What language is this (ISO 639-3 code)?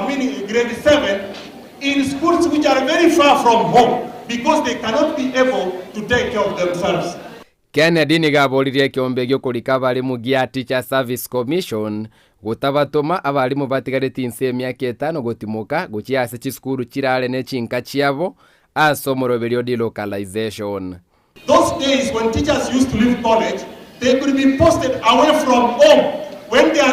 guz